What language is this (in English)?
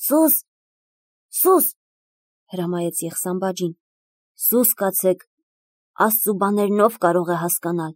Armenian